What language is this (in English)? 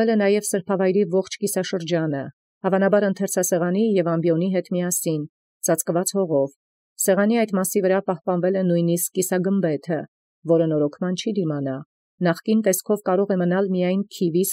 Armenian